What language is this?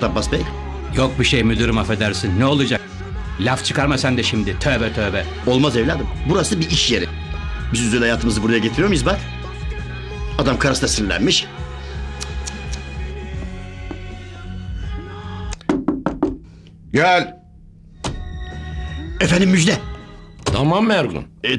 Turkish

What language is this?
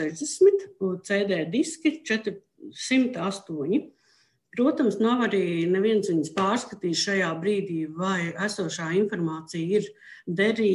Latvian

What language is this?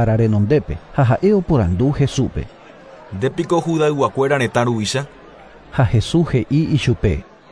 Guarani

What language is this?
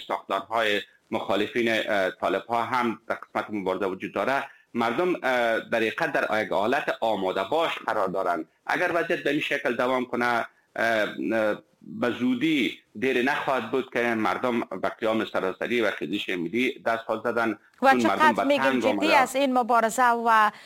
Persian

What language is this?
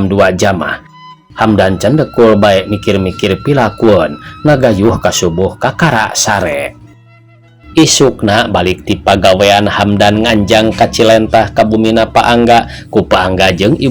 Sundanese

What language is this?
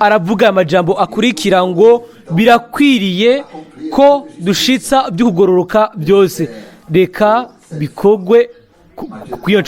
Rundi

